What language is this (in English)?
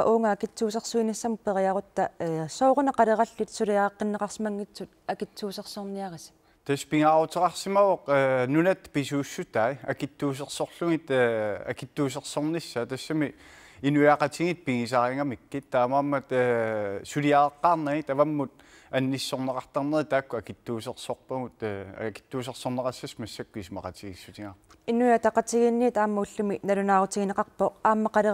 Kalaallisut